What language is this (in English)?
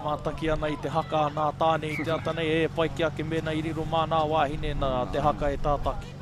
Māori